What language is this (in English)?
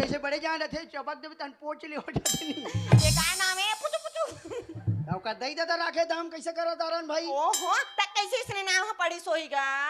Chhattisgarhi